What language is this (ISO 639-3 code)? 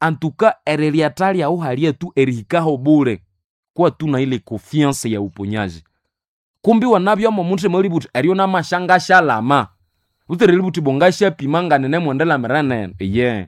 nnb